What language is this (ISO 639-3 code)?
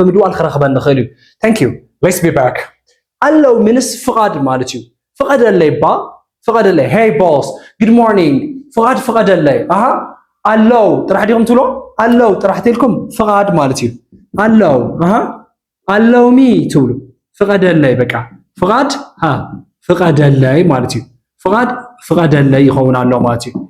tir